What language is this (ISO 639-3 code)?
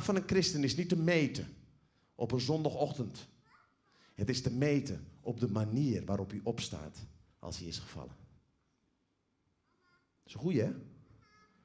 nld